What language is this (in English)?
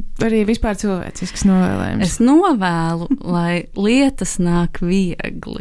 Latvian